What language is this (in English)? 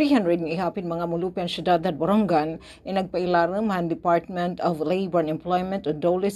Waray